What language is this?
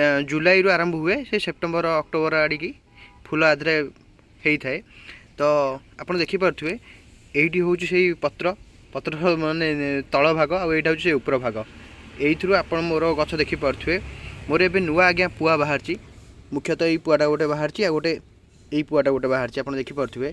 Odia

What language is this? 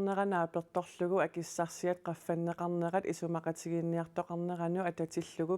Kalaallisut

